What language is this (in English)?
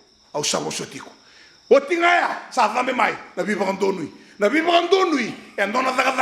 Fijian